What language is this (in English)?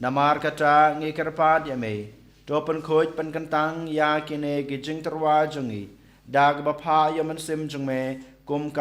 Khasi